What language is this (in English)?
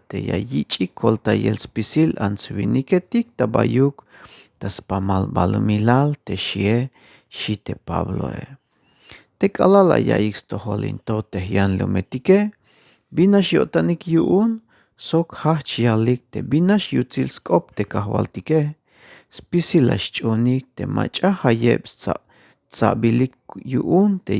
Tzeltal